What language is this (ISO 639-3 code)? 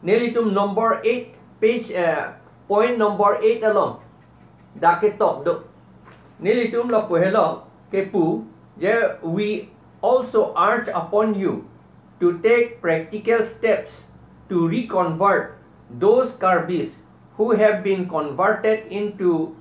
mjw